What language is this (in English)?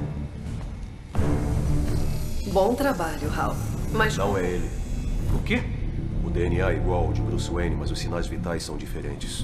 Portuguese